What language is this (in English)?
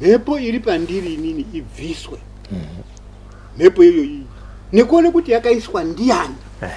Shona